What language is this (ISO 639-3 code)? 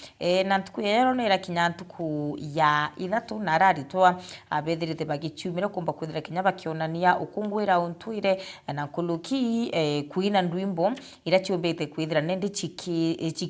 mer